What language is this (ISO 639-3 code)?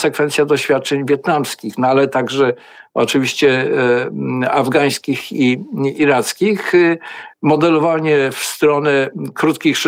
pol